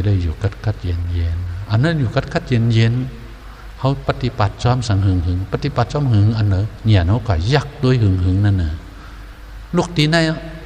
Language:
Shan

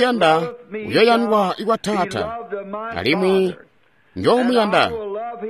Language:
Tonga (Zambia)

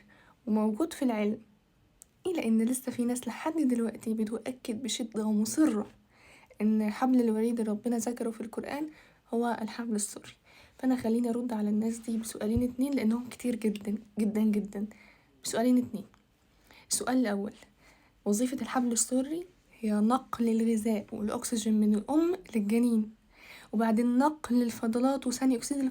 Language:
Egyptian Arabic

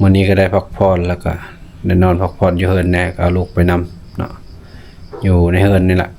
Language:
Lao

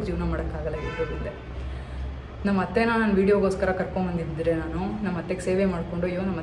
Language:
Kannada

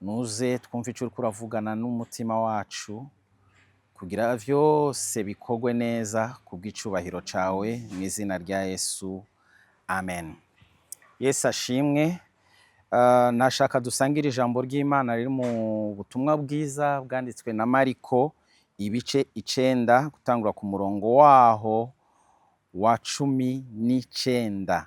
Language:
Rundi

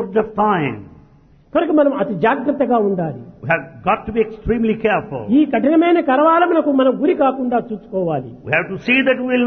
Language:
Telugu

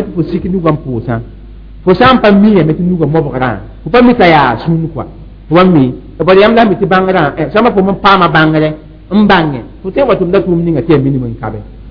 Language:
Mossi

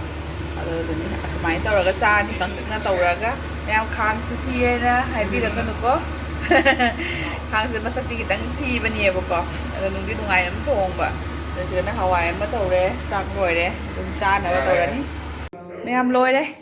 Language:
Manipuri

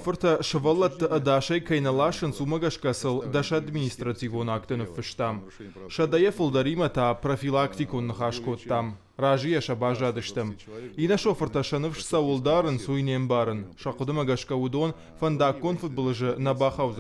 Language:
Ossetic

